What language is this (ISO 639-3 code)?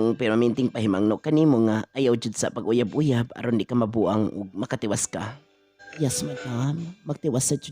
ceb